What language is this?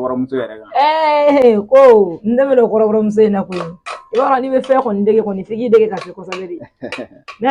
Bambara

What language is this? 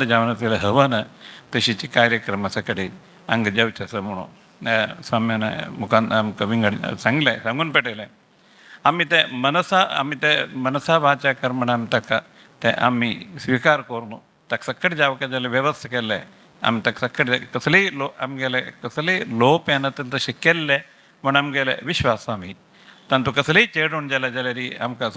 Konkani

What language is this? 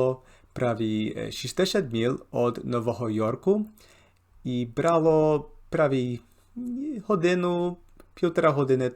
Rusyn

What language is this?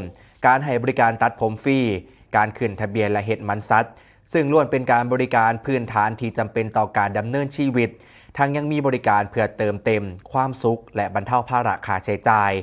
Northeastern Thai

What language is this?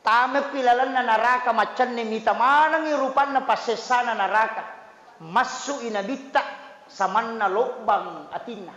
Buginese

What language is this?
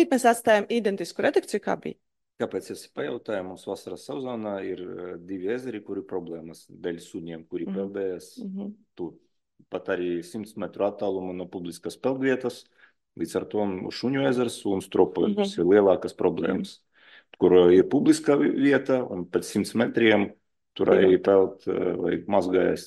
Latvian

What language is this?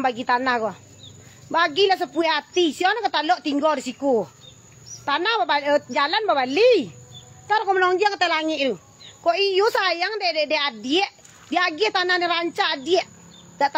Minangkabau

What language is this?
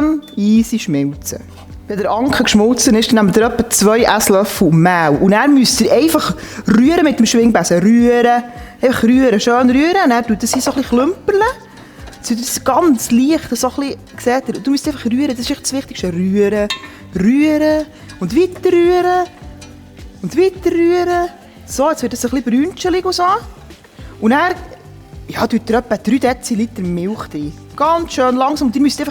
Swiss German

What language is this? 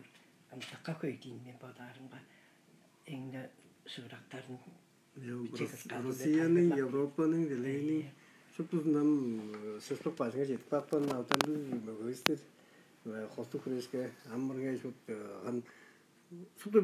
Tuvinian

